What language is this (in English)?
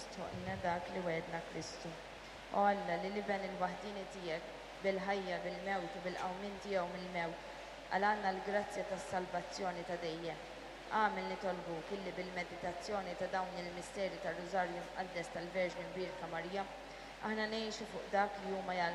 Maltese